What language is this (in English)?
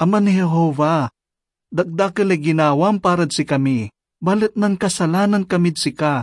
Pangasinan